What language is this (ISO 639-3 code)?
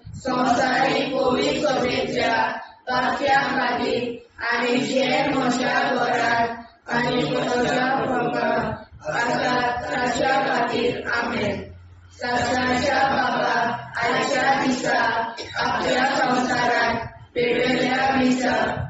kok